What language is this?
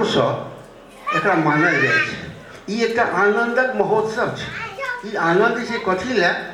Maithili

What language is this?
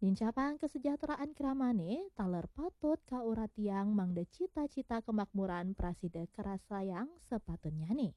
Balinese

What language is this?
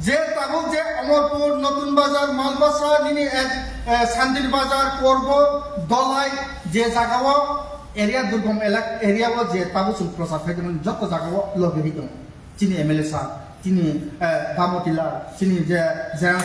Kok Borok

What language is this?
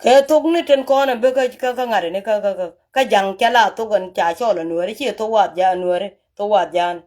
Nuer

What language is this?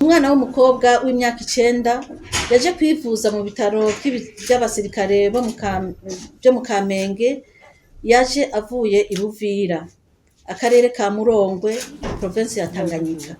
Rundi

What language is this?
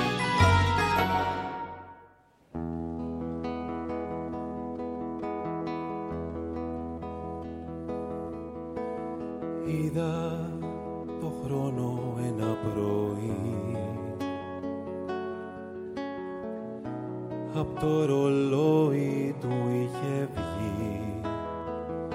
Greek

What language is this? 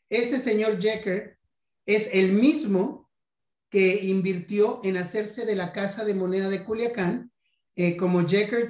Spanish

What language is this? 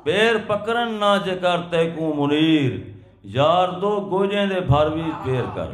Saraiki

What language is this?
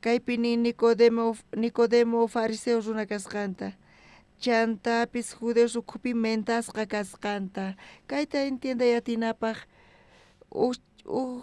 South Bolivian Quechua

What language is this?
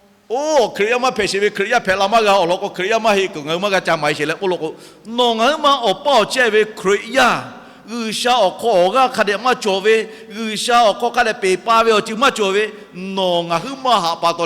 Lahu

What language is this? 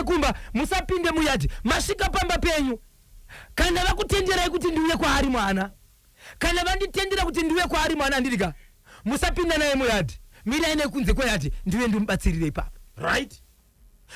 Shona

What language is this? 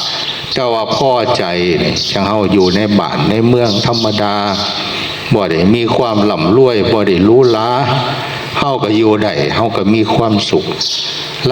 Northeastern Thai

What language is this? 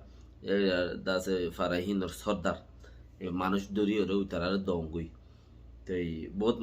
Rohingya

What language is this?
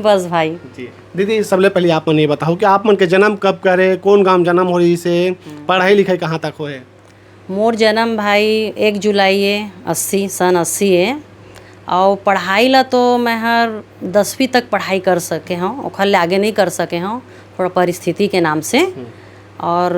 Chhattisgarhi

